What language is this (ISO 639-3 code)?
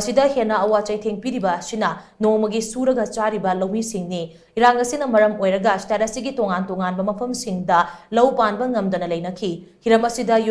mni